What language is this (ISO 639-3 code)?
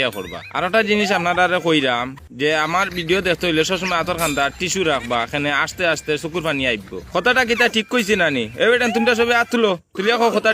syl